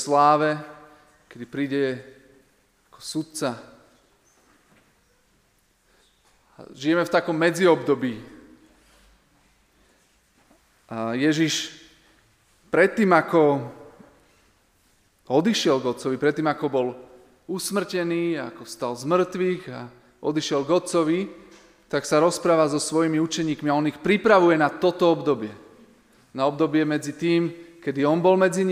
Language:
Slovak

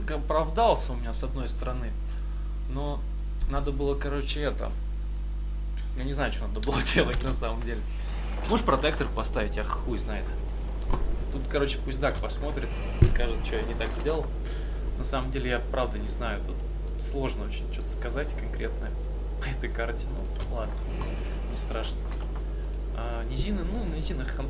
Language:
Russian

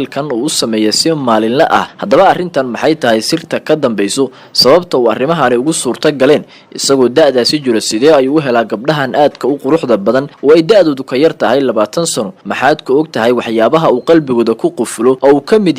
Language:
Somali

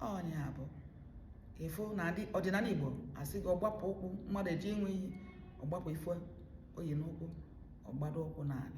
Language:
Igbo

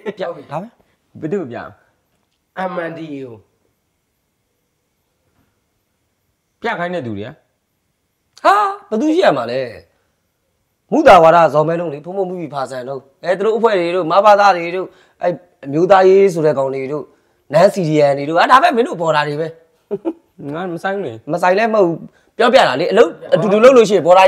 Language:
Burmese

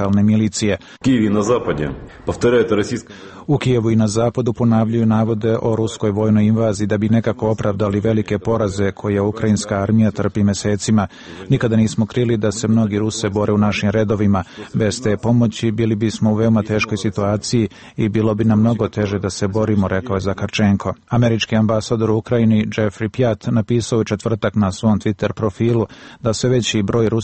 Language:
Serbian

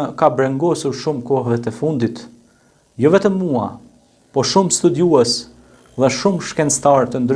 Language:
Albanian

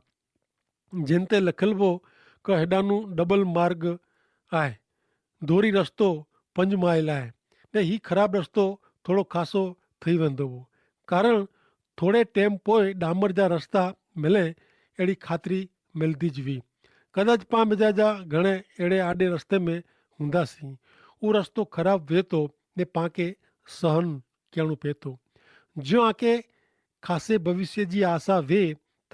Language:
Kachhi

